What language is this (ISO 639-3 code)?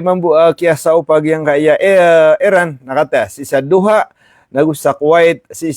mrw